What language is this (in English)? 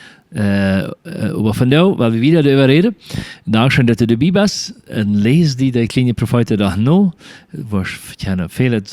Plautdietsch